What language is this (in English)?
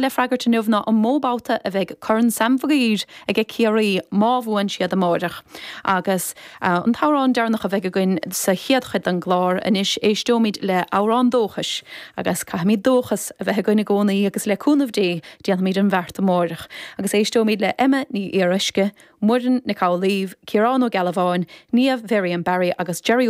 Irish